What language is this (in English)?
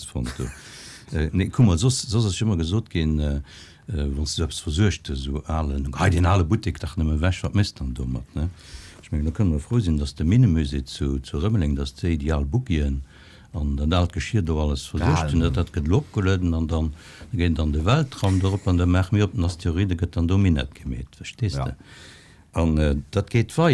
Luxembourgish